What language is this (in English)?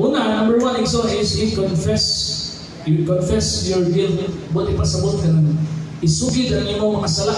Cebuano